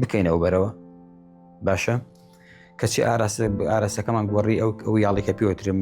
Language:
Central Kurdish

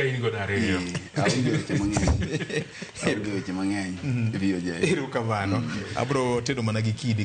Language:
Luo (Kenya and Tanzania)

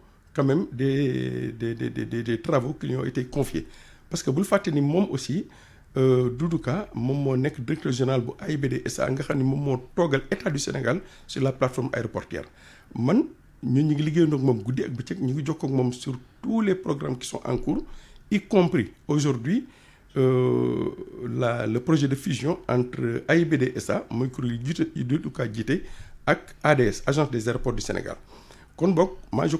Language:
Wolof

